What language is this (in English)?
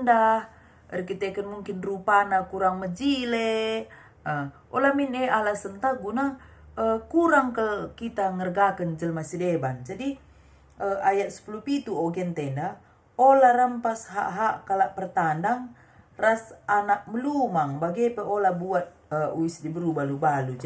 Batak Karo